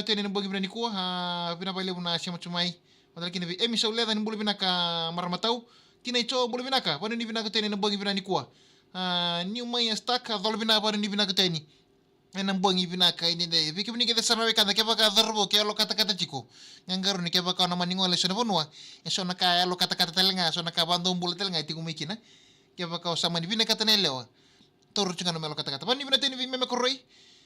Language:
Fijian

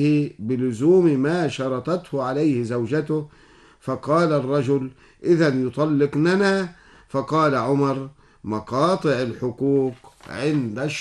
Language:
Arabic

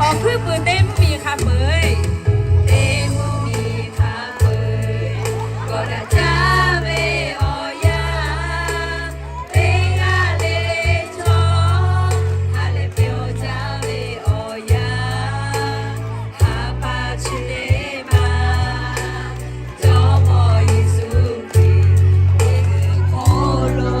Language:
Lahu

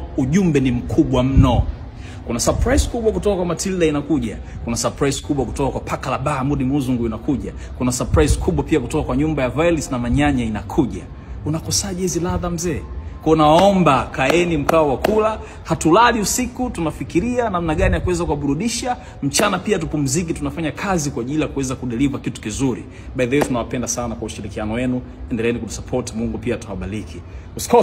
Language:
Swahili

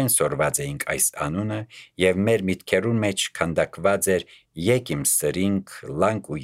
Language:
Armenian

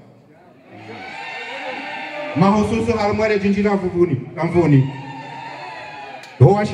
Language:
Swahili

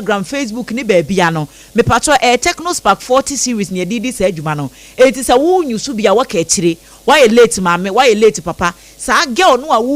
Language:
Akan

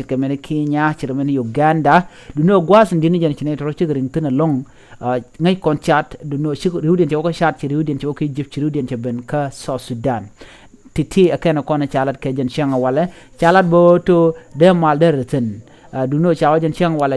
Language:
Nuer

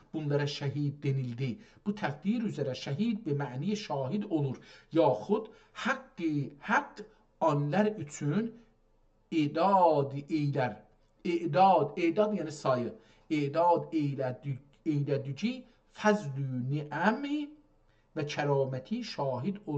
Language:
South Azerbaijani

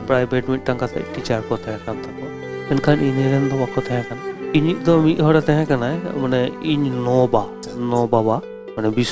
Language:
Santali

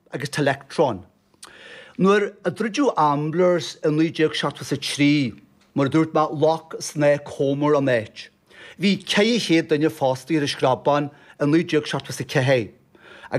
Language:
Irish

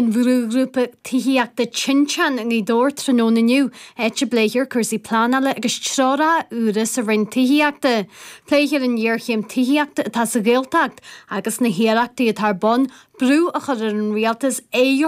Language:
Irish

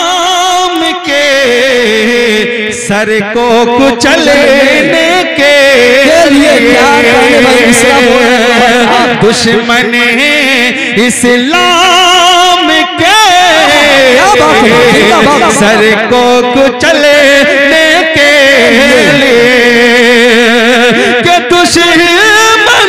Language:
Hindi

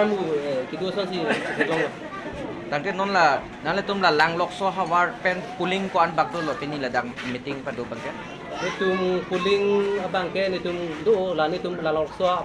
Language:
Karbi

